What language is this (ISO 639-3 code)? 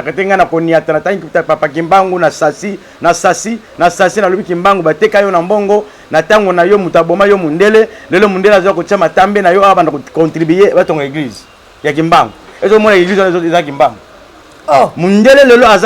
lin